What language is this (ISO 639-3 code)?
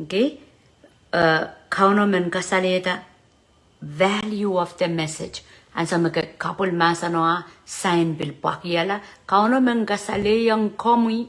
pon